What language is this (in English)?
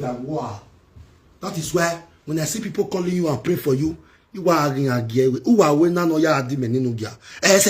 Nigerian Pidgin